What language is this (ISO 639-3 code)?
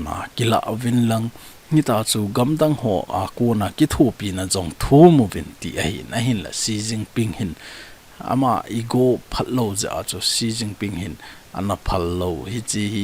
tcz